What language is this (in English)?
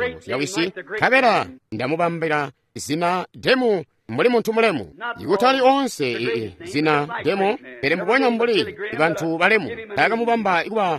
Tonga (Zambia)